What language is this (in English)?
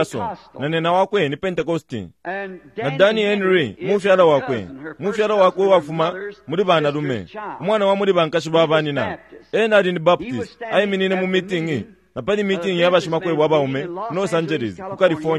Bemba